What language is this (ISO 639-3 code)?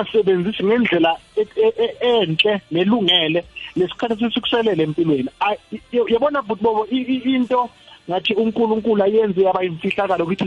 nbl